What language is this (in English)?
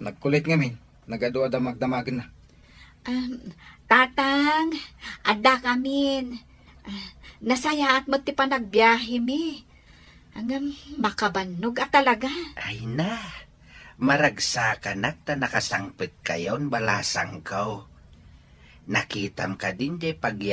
Iloko